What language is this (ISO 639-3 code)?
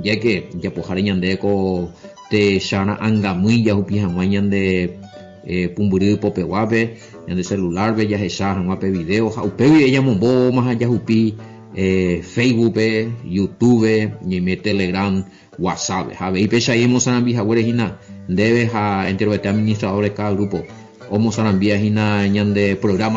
grn